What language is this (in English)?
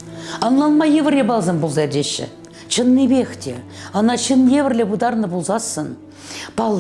Chuvash